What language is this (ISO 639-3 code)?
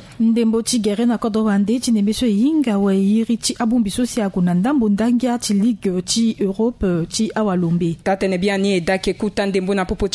sag